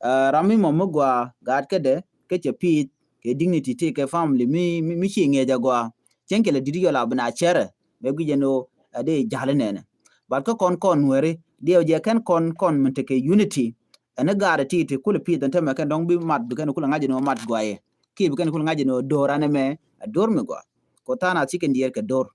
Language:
Nuer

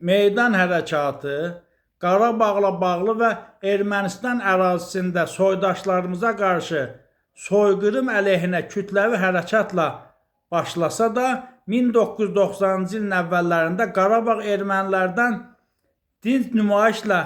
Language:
Azerbaijani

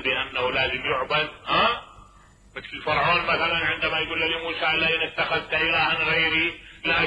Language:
Mesopotamian Arabic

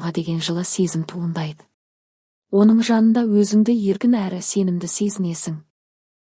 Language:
Kazakh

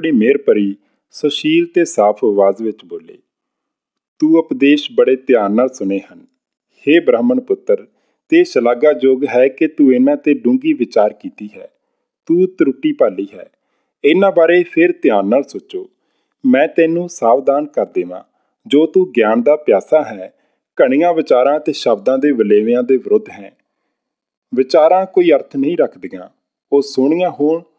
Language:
Punjabi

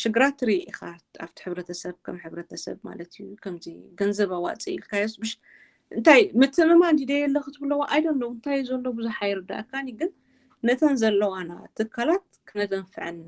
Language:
Tigrinya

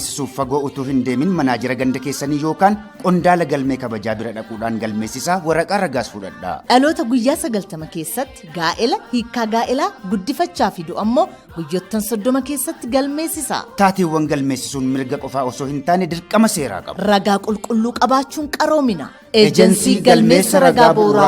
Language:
Oromo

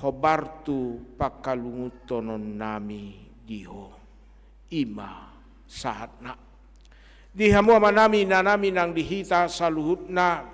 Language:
Batak Toba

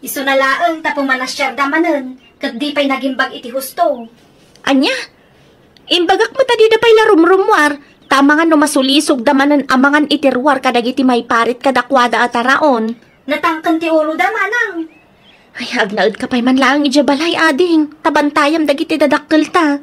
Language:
Iloko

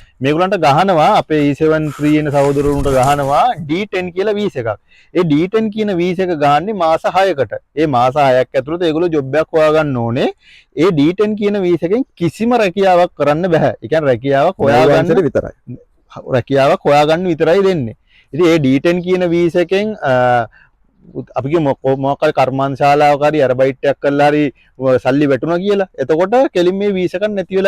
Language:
Sinhala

